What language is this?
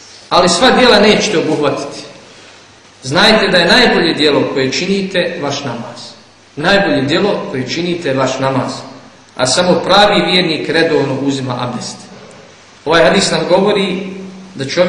Bosnian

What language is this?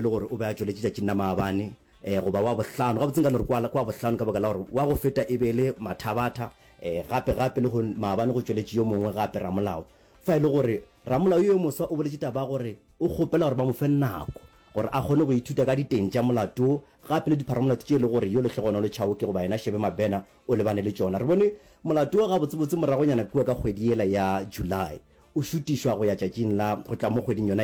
Northern Sotho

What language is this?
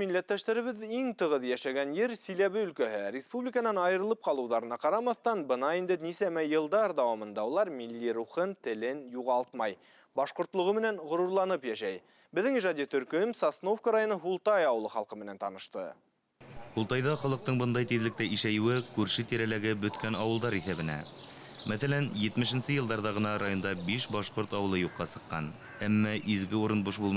Bashkir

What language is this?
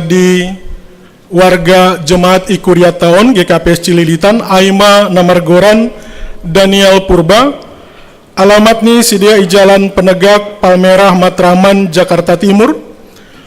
Batak Simalungun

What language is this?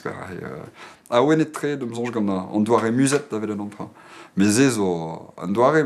Breton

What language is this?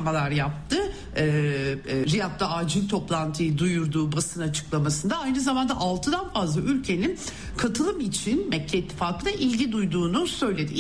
Turkish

